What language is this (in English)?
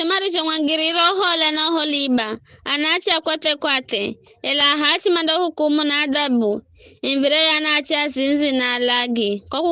Giryama